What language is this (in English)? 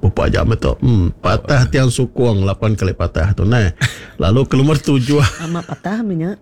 Iban